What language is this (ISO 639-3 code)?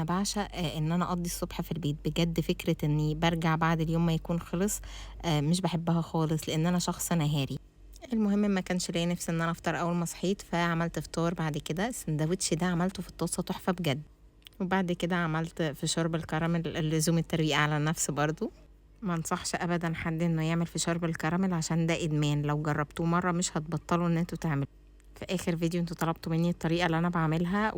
arz